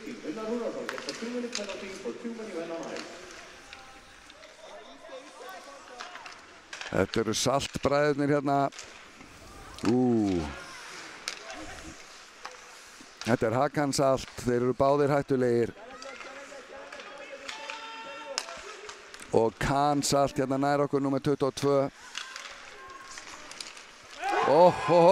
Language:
Icelandic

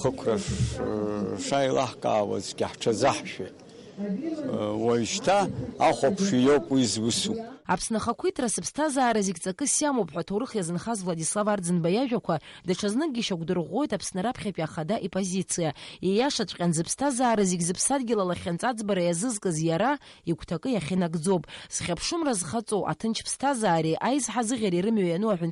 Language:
Abkhazian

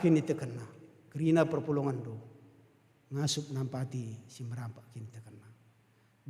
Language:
Batak Karo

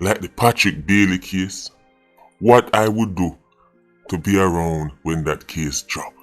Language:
Jamaican Creole English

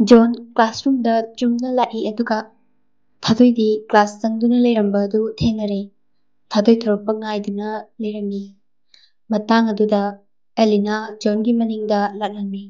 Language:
Manipuri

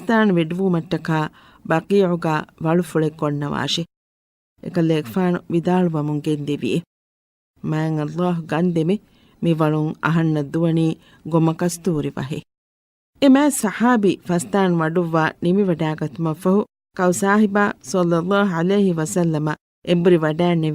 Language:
Divehi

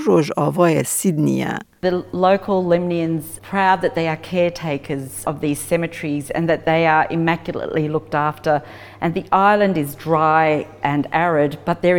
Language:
Kurdish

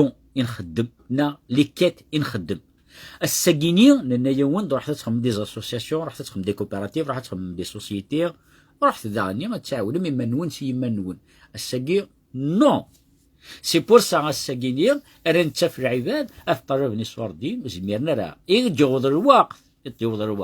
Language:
Kabyle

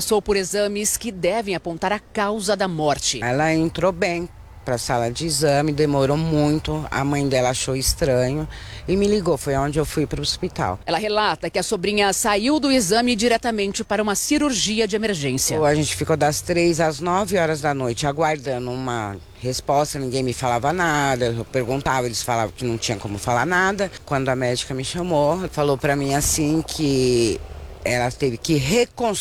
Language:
Portuguese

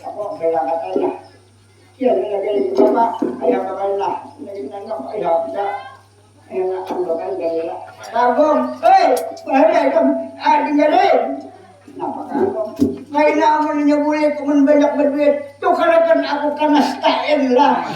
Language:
Banjar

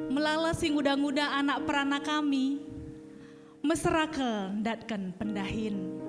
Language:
Batak Karo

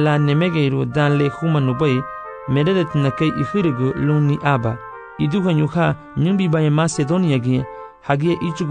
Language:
Garifuna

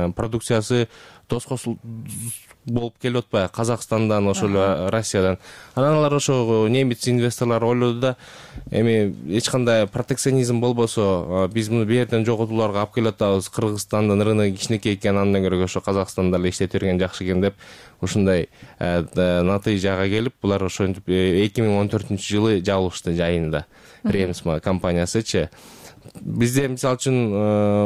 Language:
Kyrgyz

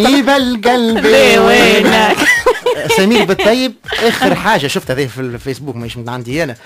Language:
Tunisian Arabic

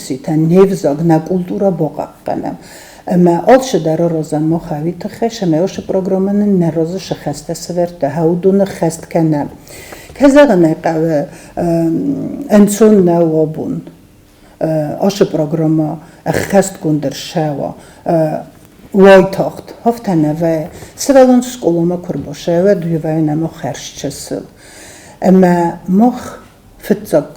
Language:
Ossetic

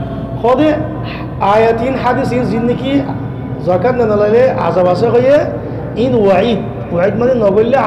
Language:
Rohingya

